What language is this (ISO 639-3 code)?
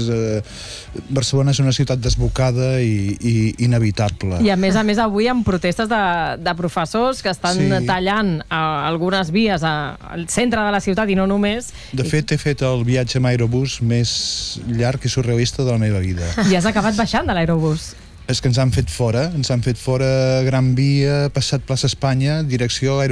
cat